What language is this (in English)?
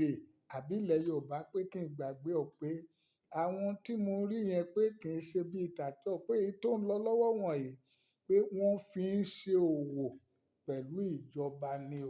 Yoruba